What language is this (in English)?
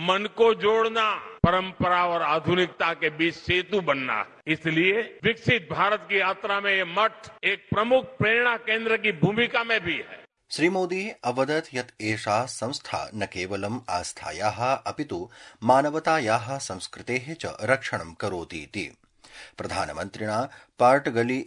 Sanskrit